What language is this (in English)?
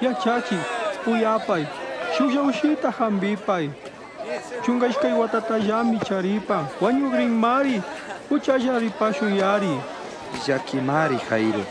Chimborazo Highland Quichua